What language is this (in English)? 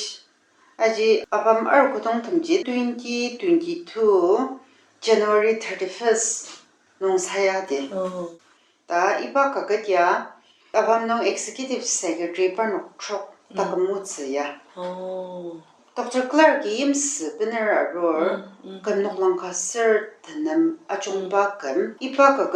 Ao Naga